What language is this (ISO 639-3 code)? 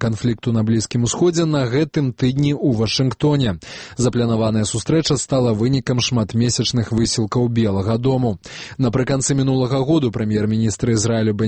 bel